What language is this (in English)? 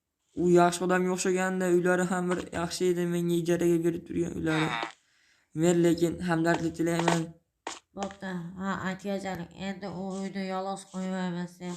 Uzbek